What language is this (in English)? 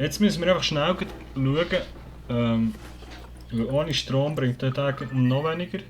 Swiss German